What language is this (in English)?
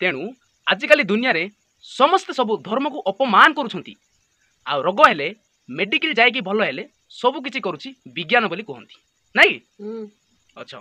Odia